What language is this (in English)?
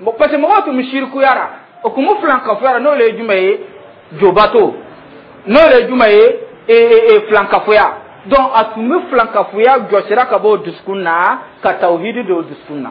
Dyula